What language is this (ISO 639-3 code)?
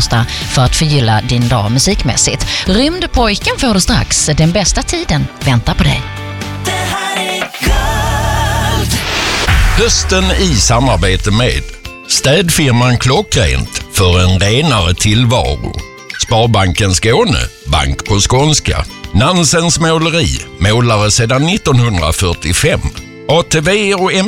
swe